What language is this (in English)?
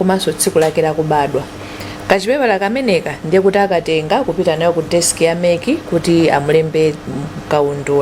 Nyanja